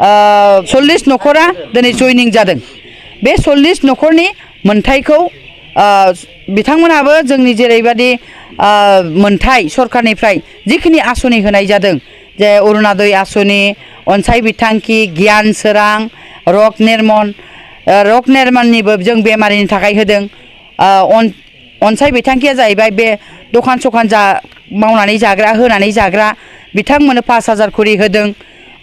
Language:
Bodo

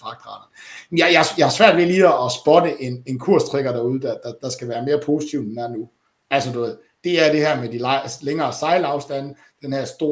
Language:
Danish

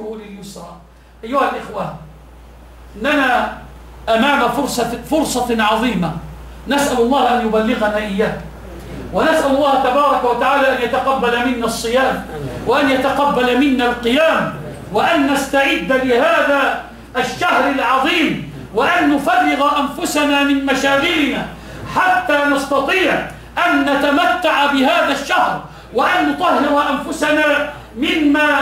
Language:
Arabic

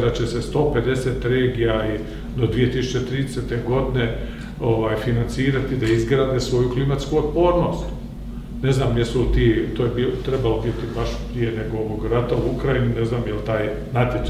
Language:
Croatian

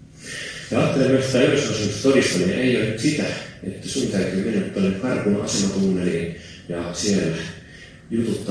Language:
Finnish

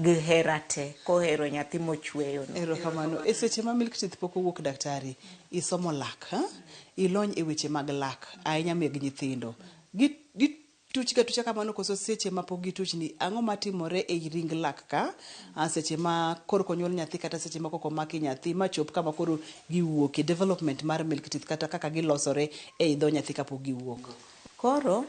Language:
Luo (Kenya and Tanzania)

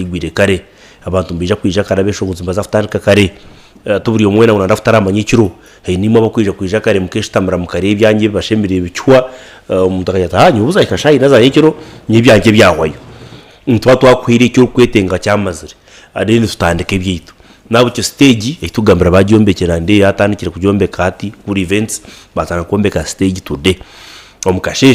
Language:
Nyankole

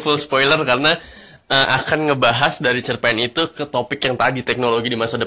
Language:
Indonesian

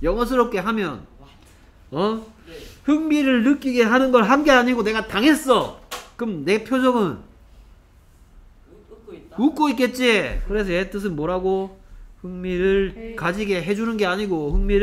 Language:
Korean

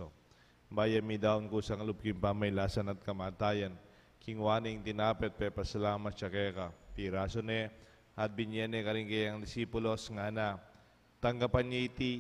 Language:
Pampanga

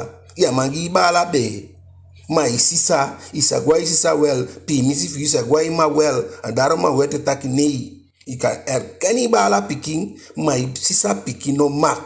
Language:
Eastern Maroon Creole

